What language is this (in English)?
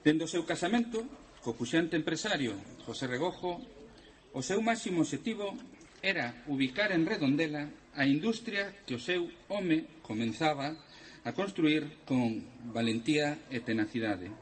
Galician